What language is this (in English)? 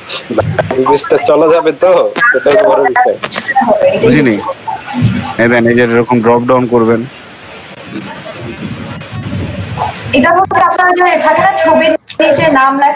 Bangla